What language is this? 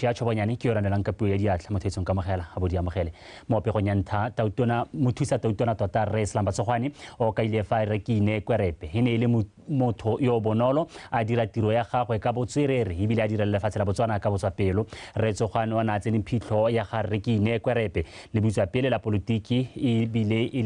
Tswana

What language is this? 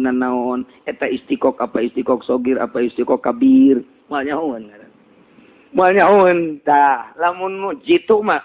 Sundanese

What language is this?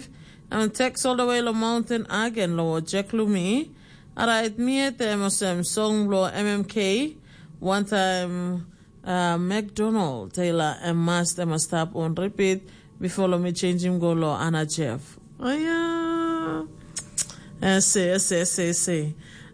Tok Pisin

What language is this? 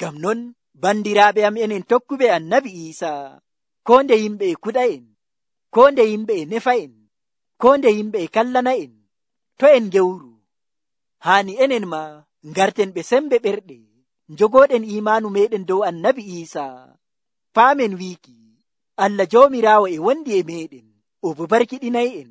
Nigerian Fulfulde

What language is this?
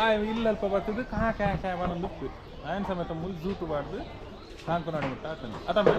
Tulu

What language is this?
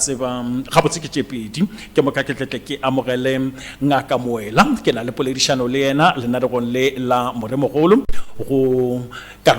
Northern Sotho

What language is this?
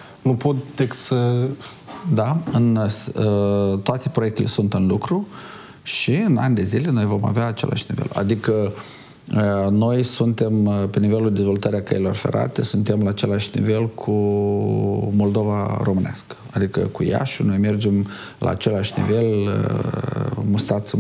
Romanian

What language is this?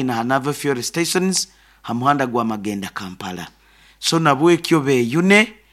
Nyoro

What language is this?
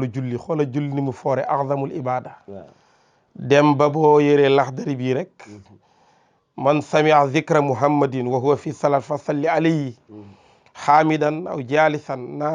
Wolof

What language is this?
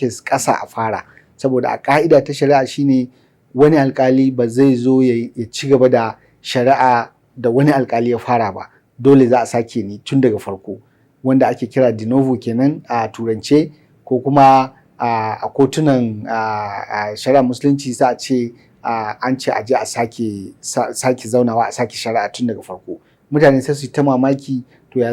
Hausa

